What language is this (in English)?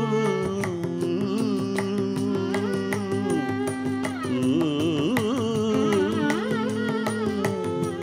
Tamil